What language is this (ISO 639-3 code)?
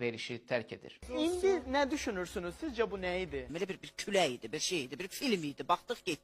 aze